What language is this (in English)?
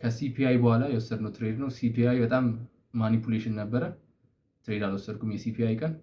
Amharic